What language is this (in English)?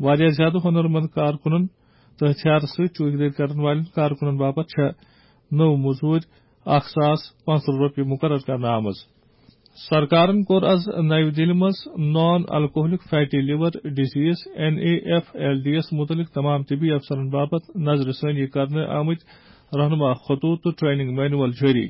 Kashmiri